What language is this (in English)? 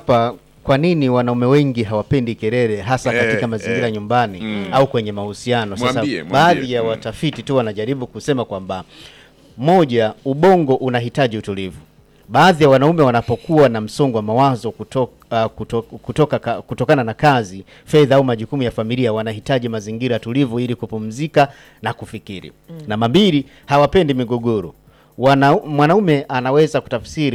Swahili